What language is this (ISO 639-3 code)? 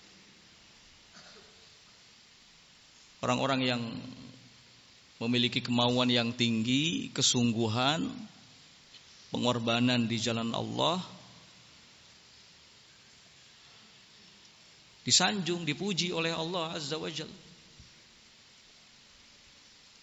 ind